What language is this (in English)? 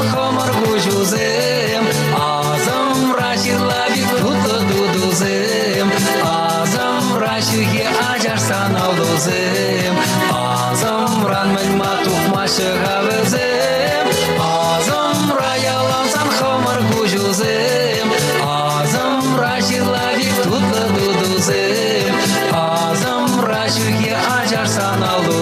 Chuvash